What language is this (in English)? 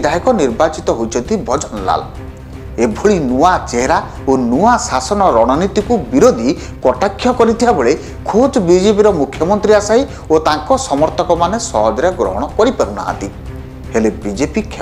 Odia